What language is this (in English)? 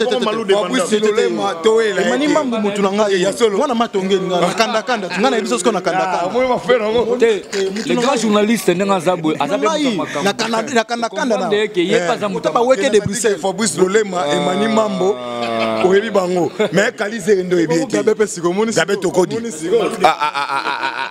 Lingala